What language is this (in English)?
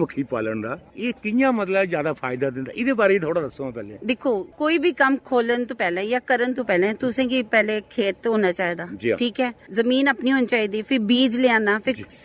Dogri